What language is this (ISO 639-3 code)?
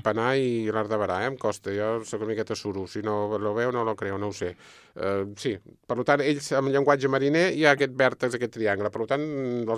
cat